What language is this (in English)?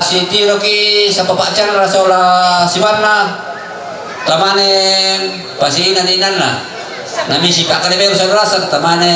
Toraja-Sa'dan